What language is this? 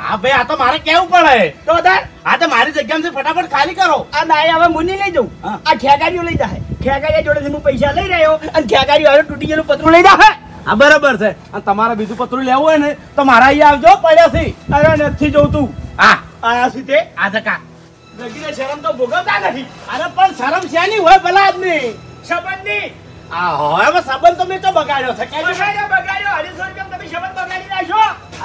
Gujarati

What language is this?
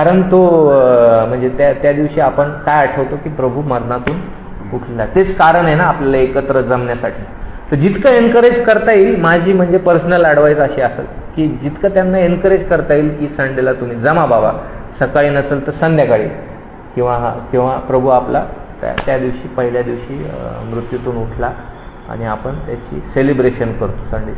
Marathi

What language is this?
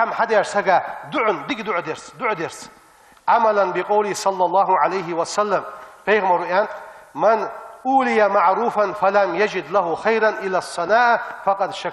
Ingush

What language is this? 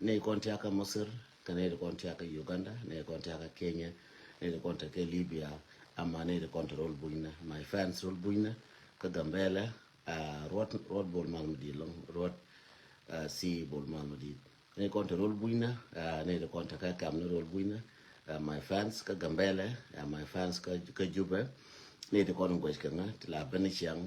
Nuer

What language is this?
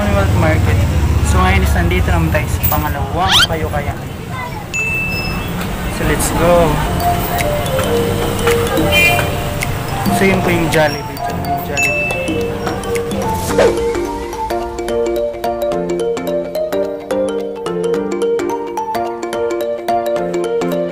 Filipino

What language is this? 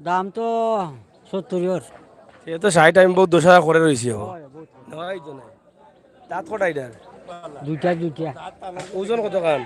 Sylheti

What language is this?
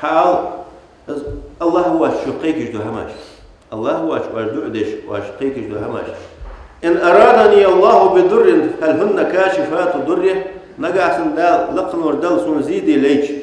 Ingush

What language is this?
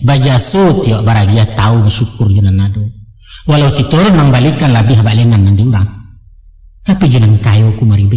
Minangkabau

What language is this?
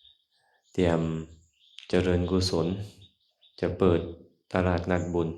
Lao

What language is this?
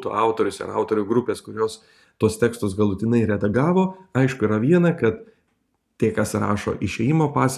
Lithuanian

